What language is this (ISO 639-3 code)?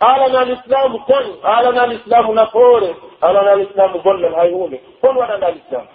fuf